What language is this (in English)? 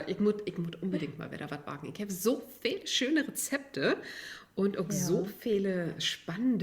Low German